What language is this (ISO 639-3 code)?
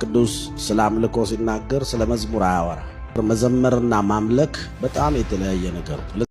amh